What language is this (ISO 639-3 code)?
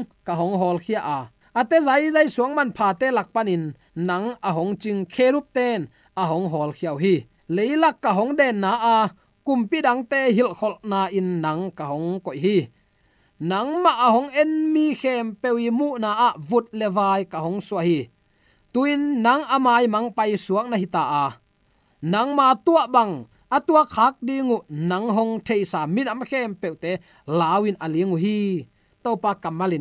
ctd